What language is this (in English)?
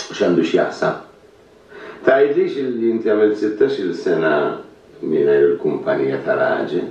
Maltese